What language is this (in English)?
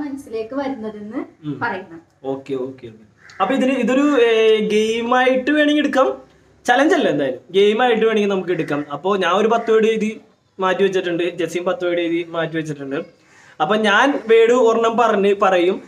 Malayalam